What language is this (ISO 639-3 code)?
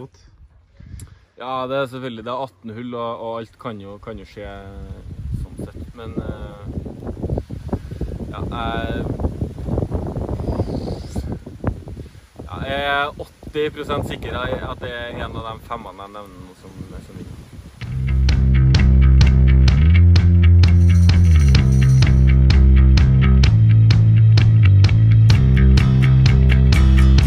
nor